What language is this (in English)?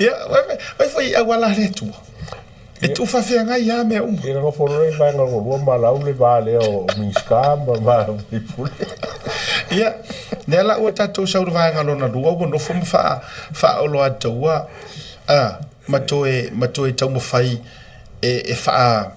Samoan